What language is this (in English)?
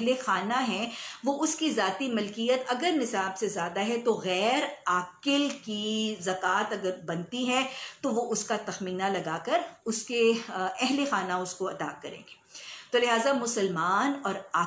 Urdu